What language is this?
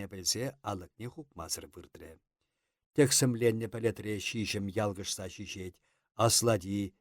Chuvash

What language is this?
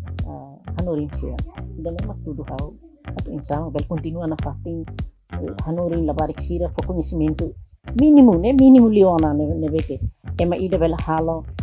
Tetum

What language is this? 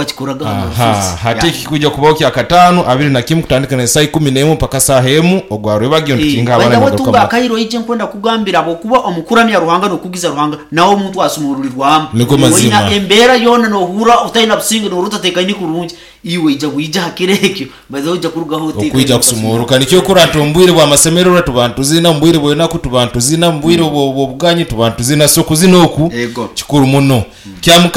Nyoro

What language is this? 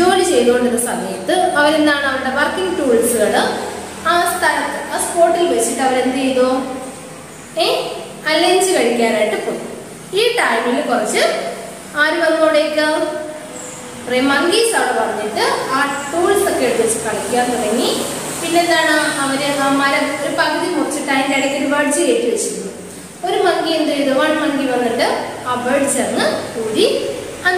Malayalam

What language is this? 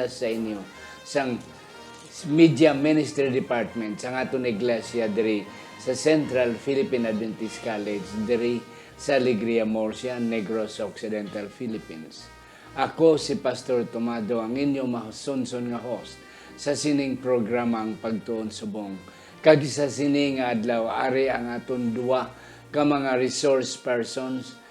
Hiligaynon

